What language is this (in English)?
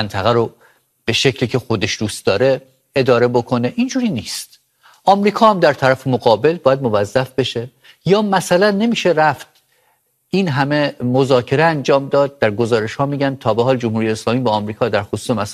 Persian